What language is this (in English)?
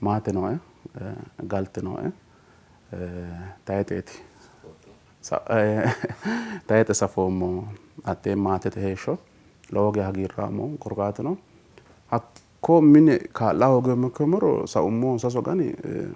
Sidamo